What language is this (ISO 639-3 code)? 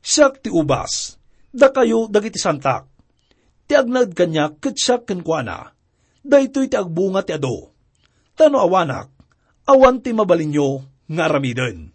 ilo